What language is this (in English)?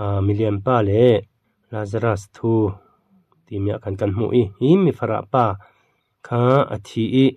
Falam Chin